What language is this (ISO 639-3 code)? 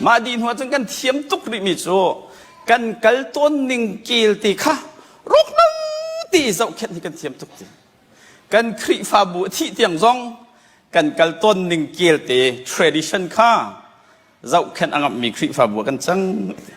cnh